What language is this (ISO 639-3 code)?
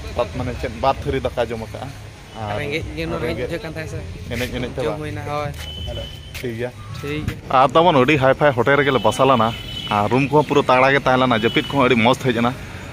sat